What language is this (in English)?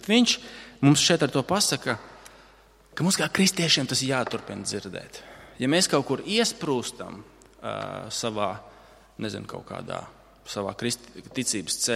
Latvian